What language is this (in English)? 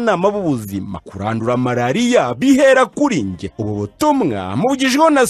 Kinyarwanda